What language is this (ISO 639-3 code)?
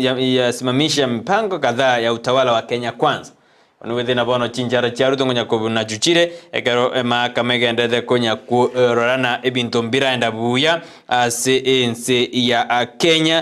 guz